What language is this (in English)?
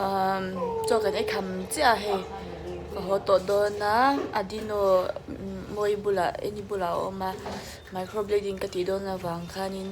Mizo